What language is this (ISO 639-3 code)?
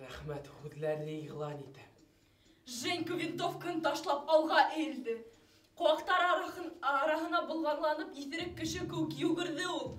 bak